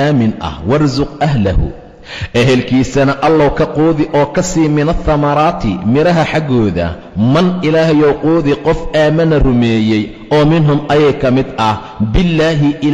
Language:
Somali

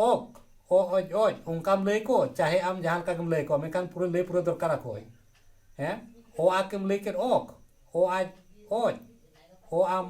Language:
Santali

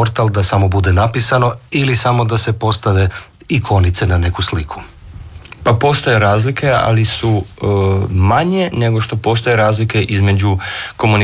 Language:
Croatian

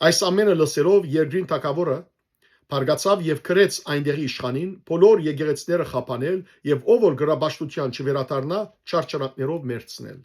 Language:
Western Armenian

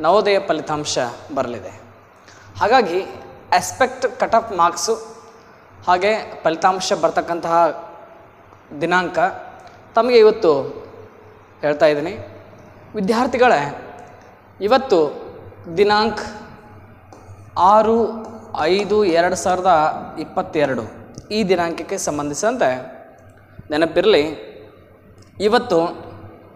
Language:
Kannada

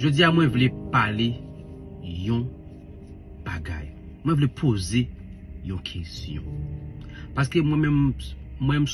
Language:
Haitian Creole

